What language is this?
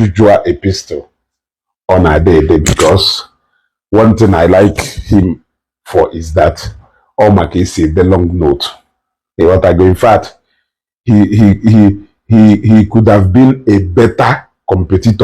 Igbo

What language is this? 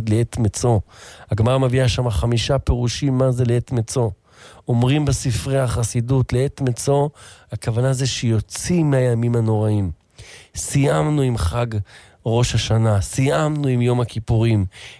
Hebrew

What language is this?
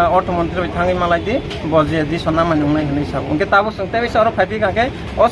Kok Borok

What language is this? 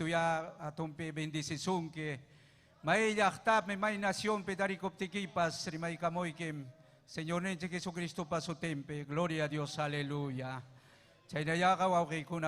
Ayacucho Quechua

